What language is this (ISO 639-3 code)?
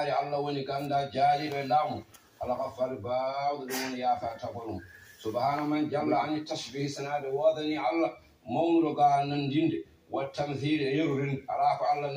ful